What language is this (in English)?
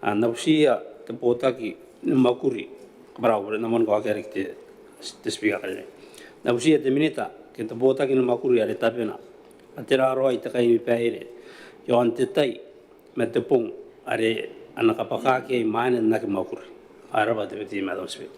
Gilbertese